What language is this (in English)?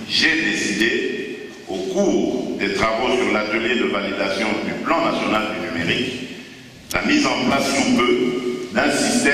French